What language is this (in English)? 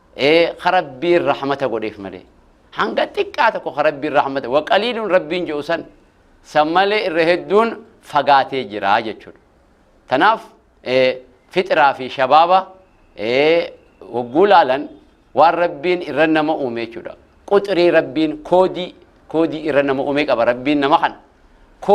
Oromo